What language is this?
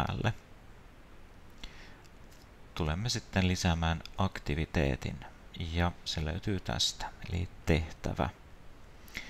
Finnish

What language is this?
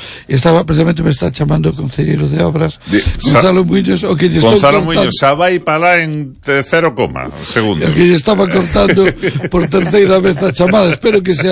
Galician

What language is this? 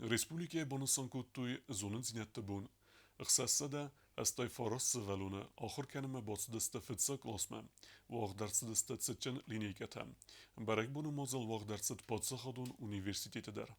Ossetic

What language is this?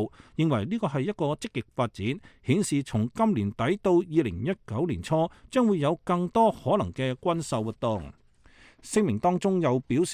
Cantonese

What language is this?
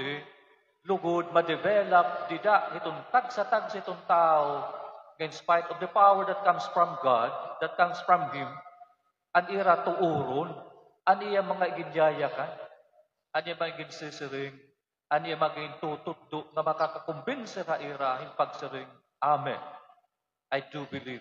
Waray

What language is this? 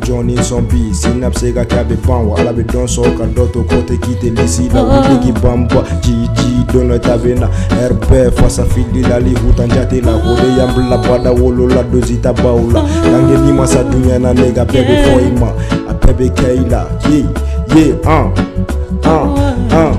Bambara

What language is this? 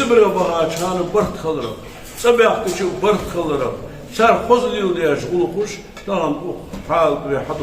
Ingush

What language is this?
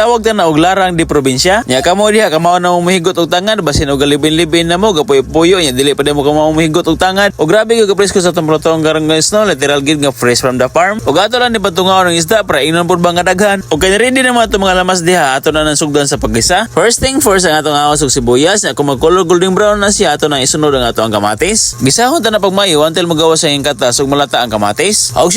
Cebuano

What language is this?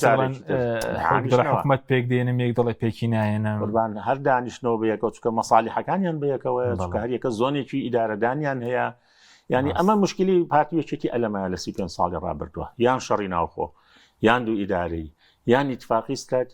Central Kurdish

